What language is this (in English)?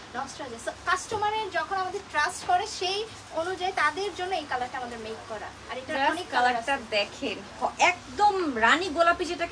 Bangla